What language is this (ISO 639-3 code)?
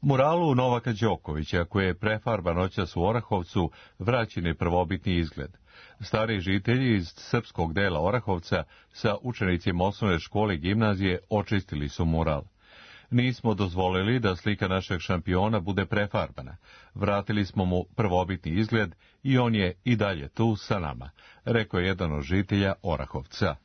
srp